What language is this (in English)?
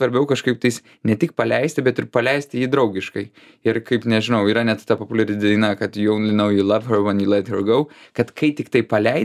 Lithuanian